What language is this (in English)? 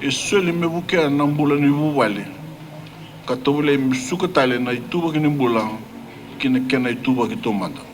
Fijian